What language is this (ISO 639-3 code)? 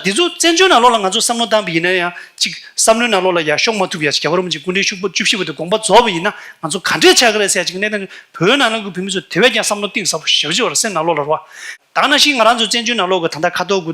bod